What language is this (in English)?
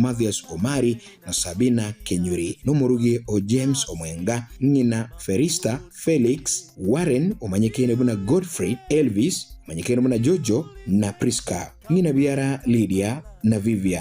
Gusii